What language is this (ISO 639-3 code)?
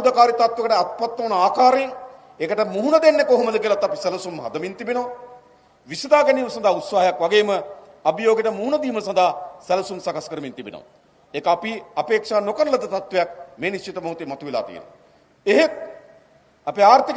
sin